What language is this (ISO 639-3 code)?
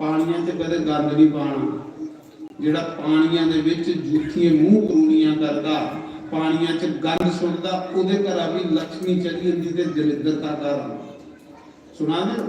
doi